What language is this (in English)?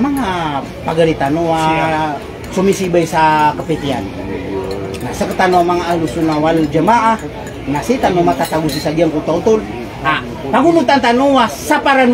Maranao